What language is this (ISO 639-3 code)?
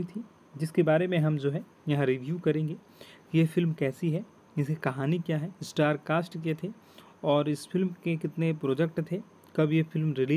hin